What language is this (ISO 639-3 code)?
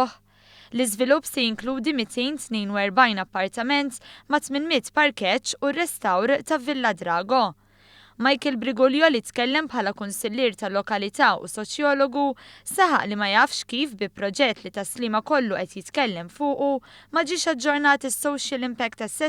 mlt